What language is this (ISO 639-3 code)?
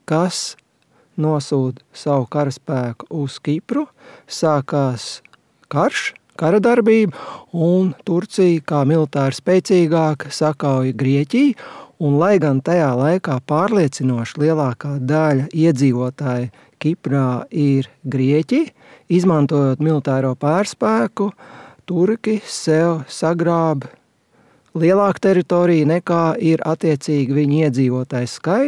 lav